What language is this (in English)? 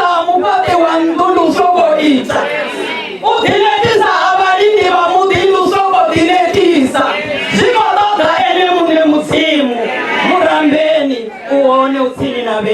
Venda